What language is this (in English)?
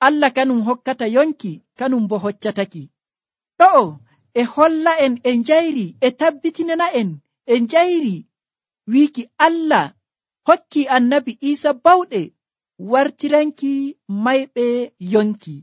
Nigerian Fulfulde